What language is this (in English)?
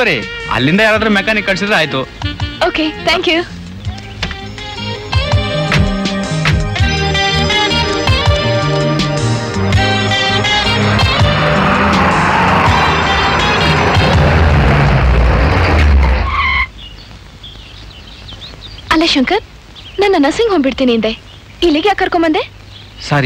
Kannada